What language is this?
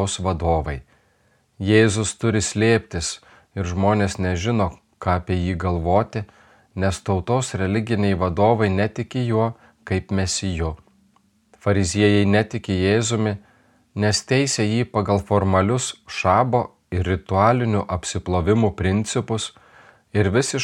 Lithuanian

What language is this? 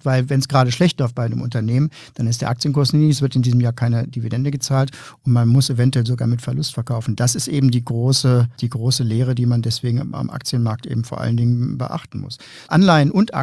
German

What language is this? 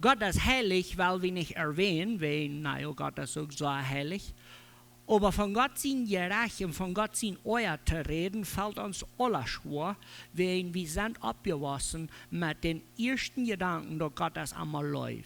Plautdietsch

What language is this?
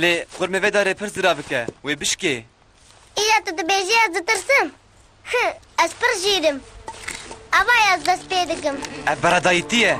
Kurdish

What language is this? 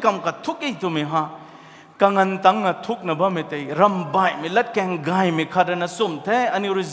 Rongmei Naga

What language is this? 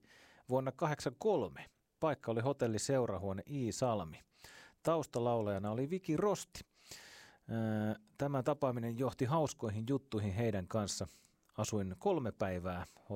Finnish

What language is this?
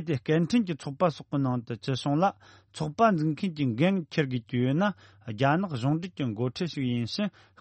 Tibetan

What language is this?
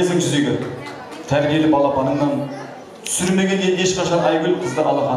Kazakh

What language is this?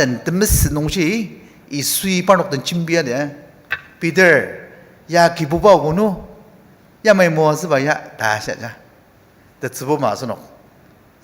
Ao Naga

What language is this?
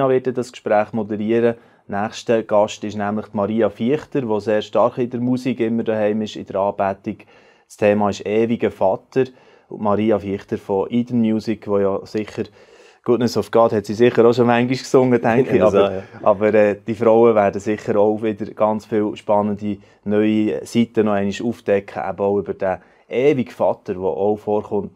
Swiss German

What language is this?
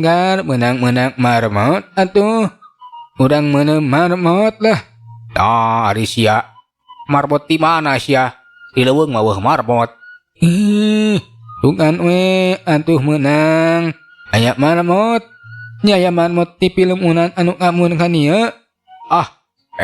Sundanese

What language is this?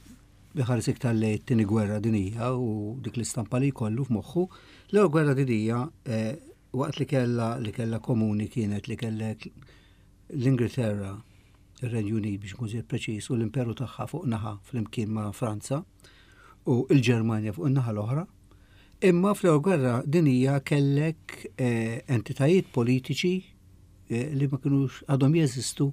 Maltese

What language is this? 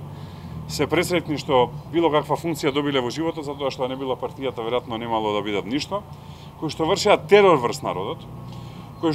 Macedonian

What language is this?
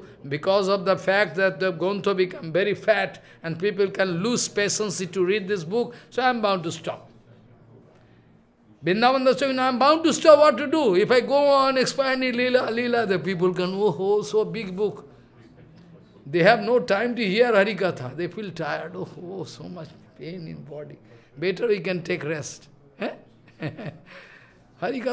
English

